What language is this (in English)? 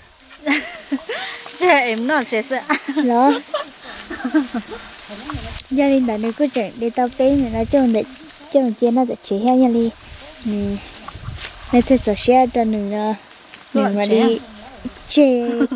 Vietnamese